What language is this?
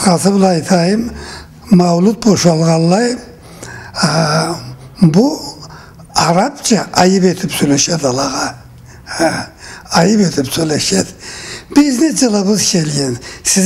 Karachay-Balkar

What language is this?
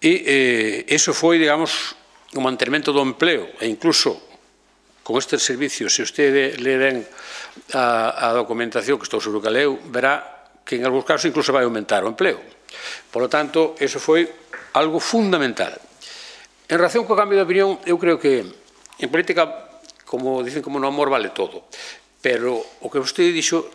Galician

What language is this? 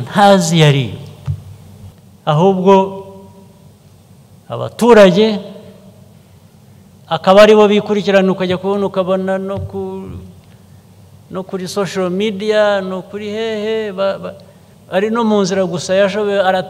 Kinyarwanda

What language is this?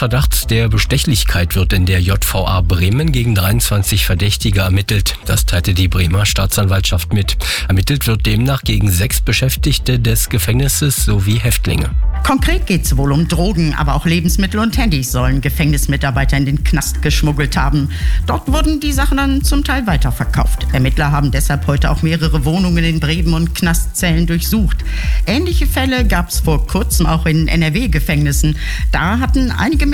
German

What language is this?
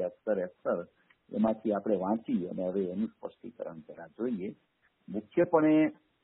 Gujarati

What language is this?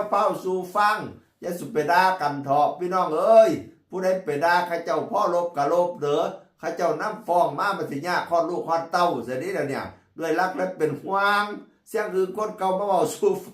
Northeastern Thai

